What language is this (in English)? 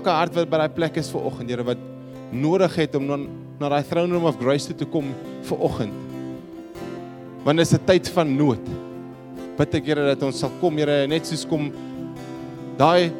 Afrikaans